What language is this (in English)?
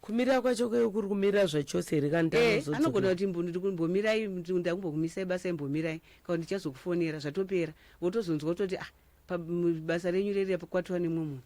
Shona